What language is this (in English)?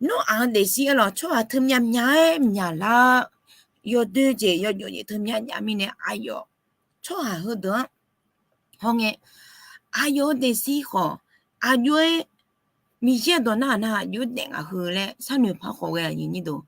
Akha